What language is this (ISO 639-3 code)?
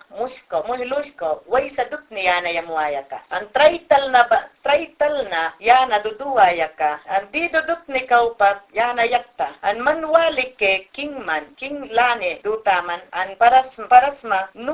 yan